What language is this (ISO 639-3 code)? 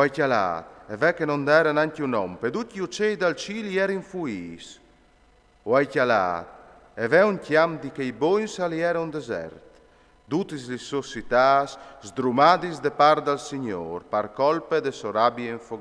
fur